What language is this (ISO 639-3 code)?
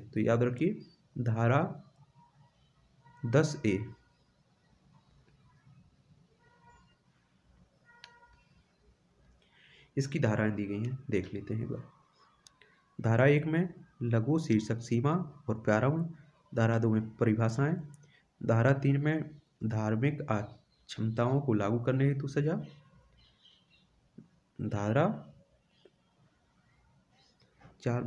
hin